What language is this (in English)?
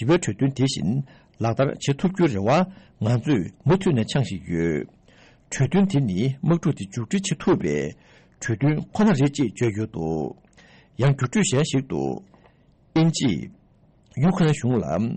Tibetan